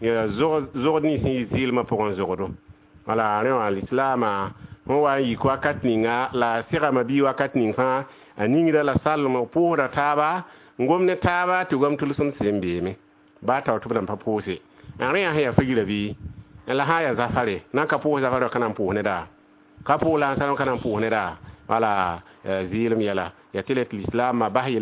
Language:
Mossi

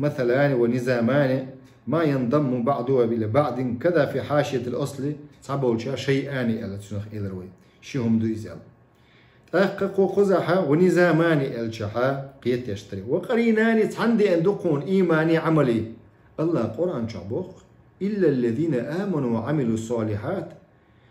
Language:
Chechen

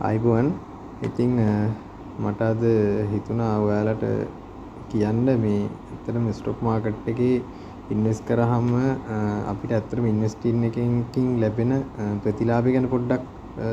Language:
Sinhala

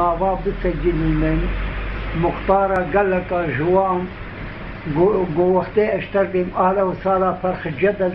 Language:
Kurdish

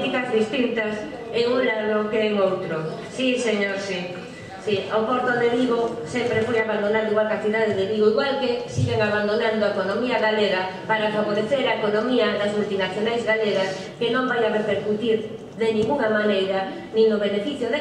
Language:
Galician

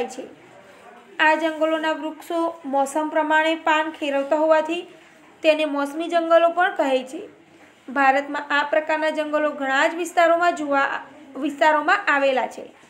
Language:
Gujarati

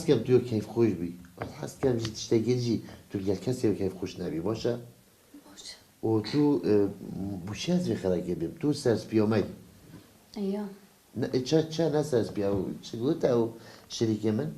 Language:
Kurdish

